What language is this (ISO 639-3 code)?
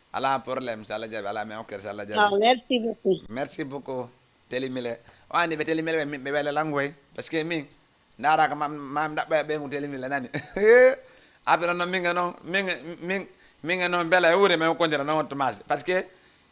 ful